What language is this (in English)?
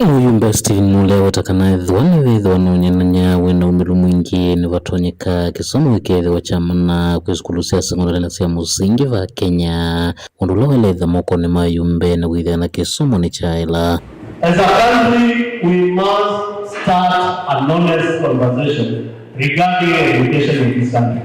Kamba